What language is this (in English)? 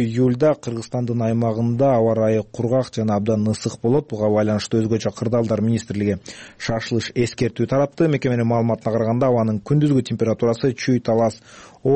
Kyrgyz